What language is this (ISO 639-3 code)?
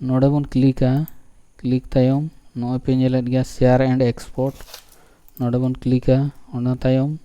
sat